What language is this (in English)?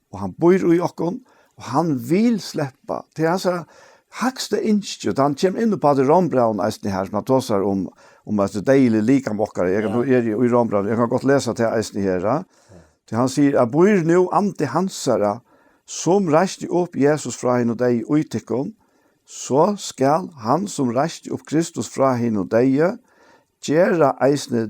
Faroese